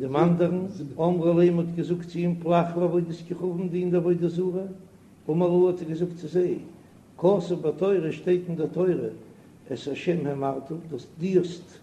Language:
Yiddish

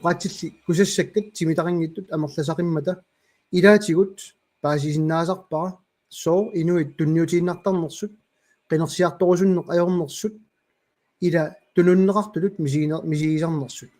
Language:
Kalaallisut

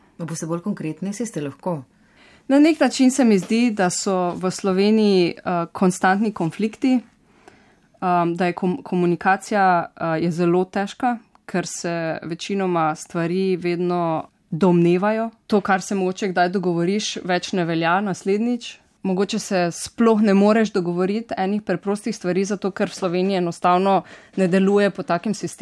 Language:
Slovenian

